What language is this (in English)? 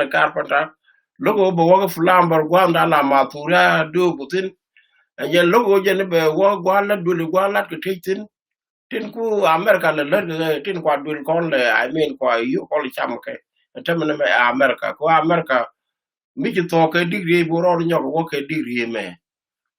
Nuer